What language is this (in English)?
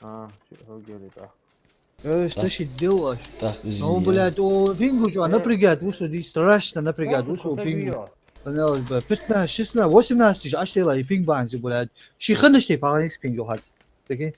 Ingush